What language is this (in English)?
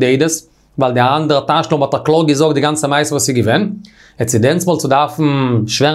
Yiddish